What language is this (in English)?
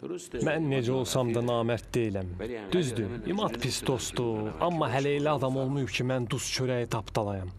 Azerbaijani